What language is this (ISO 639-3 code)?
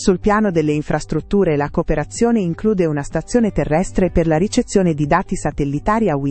ita